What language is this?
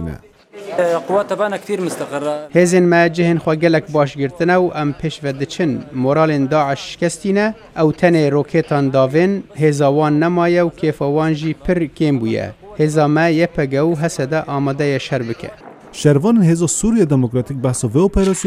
Kurdish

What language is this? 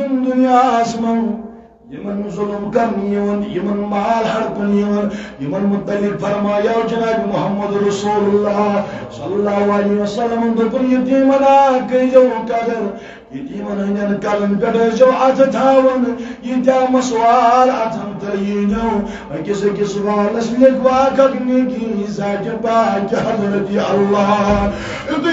Kashmiri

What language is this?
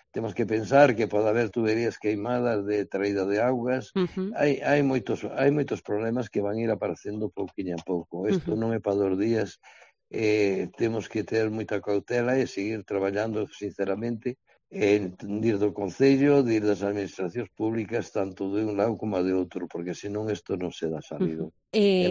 Galician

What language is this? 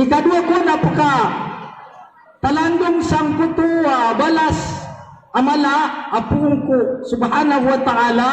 Maranao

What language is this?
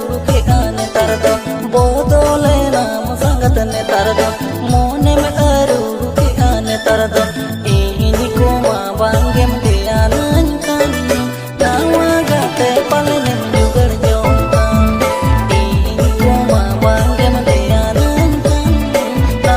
Santali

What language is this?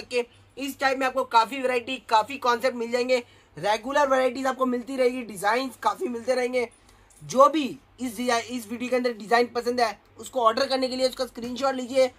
Hindi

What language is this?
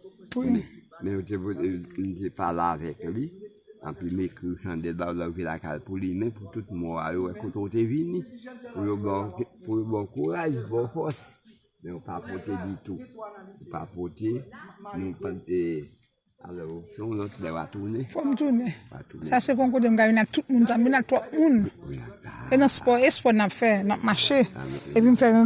Haitian Creole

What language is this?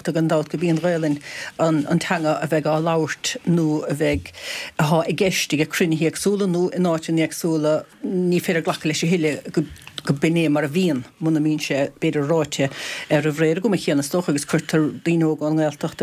Irish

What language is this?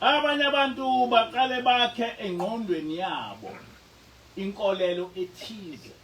Zulu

